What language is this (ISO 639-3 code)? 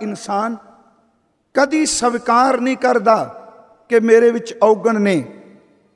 pan